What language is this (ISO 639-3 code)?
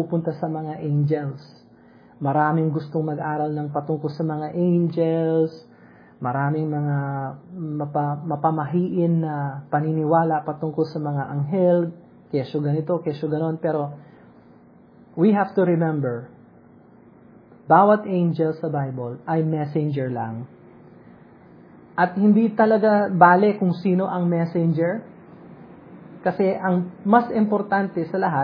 fil